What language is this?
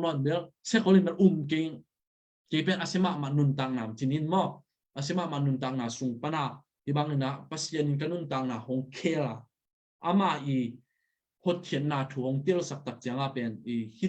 Tedim Chin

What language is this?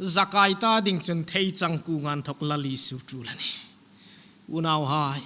Hmar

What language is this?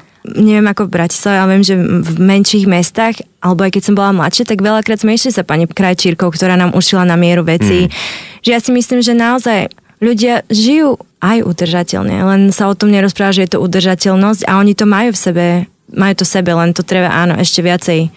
Slovak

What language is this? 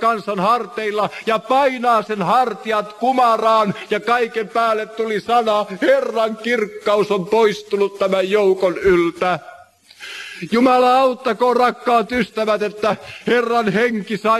Finnish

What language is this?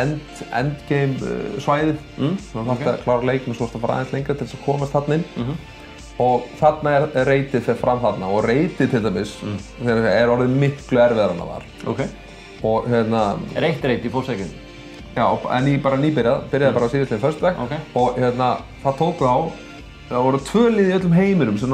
Icelandic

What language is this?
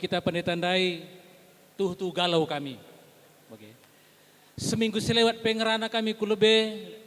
Batak Karo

